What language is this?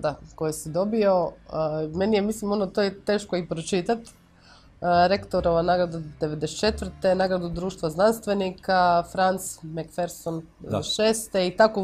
Croatian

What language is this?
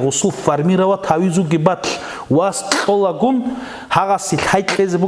Avaric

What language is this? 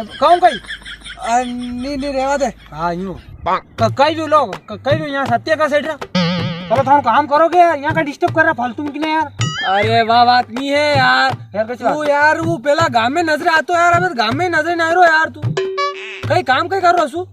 Rajasthani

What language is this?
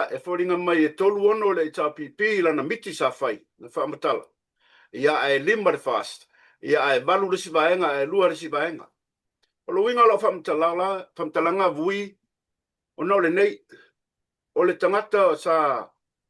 Samoan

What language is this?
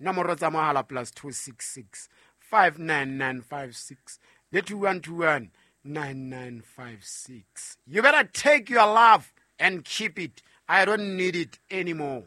Southern Sotho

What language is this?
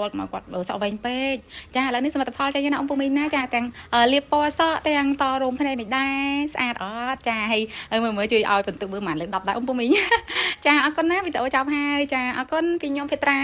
Khmer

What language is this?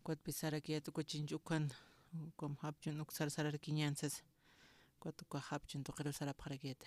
Aymara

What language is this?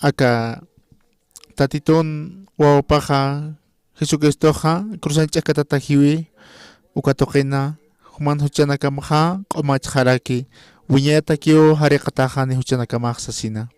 Aymara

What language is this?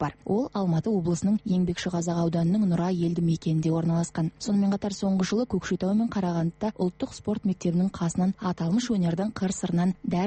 Kazakh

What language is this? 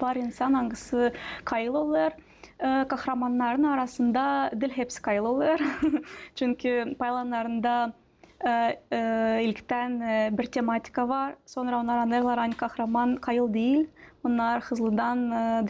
Gagauz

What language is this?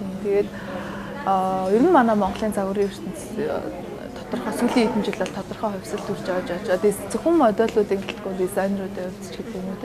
Mongolian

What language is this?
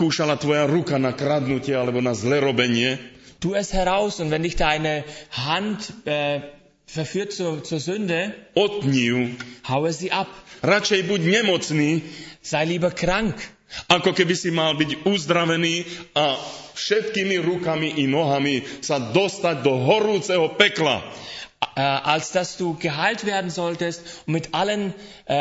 Slovak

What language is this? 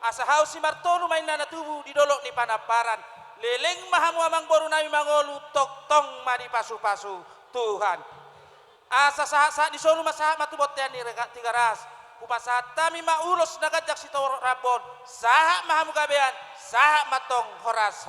Batak Toba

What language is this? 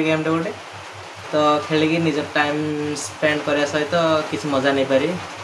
Odia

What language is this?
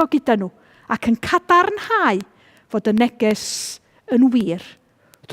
Welsh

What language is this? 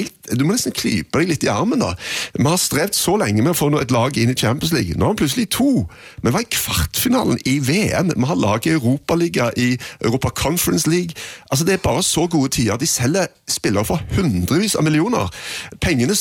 Norwegian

